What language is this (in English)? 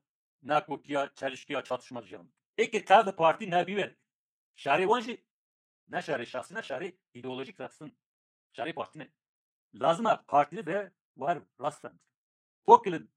Kurdish